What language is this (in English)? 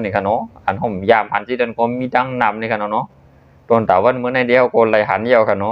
Shan